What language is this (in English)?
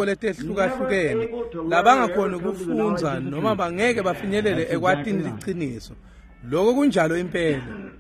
Swati